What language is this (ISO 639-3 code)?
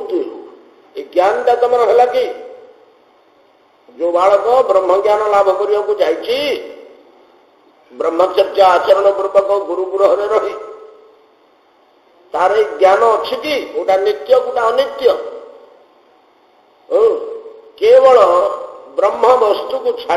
ori